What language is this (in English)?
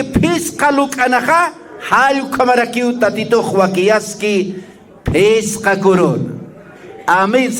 Aymara